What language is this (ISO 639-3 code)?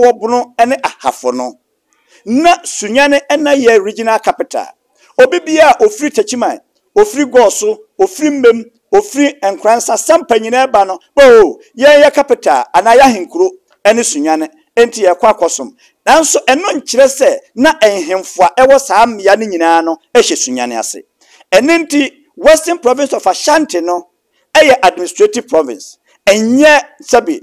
aka